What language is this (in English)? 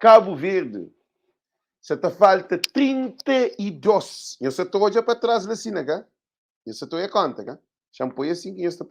Kabuverdianu